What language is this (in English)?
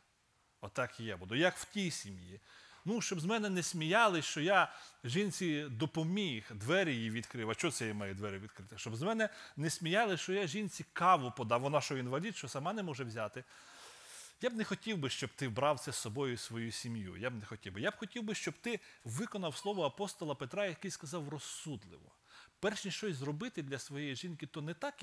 Ukrainian